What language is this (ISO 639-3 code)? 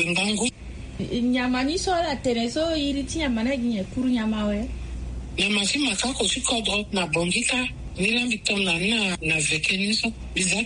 sag